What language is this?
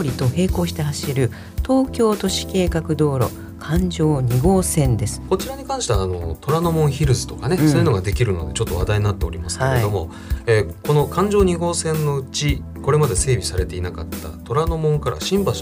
Japanese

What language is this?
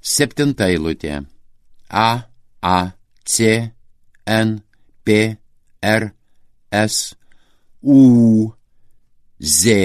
Lithuanian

